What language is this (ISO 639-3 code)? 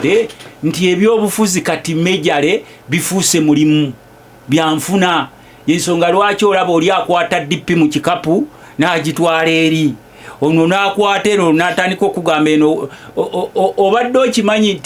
lug